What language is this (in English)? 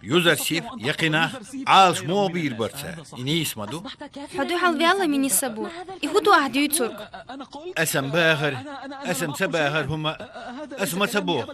Chechen